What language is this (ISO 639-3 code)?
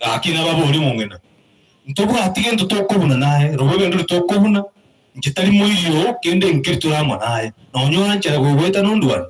guz